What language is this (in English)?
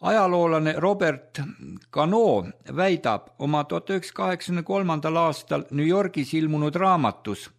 Estonian